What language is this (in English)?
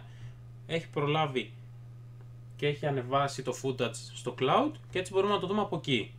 Greek